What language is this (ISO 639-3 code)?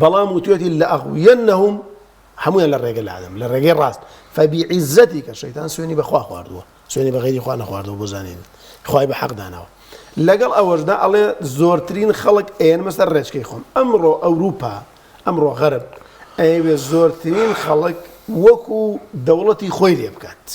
ckb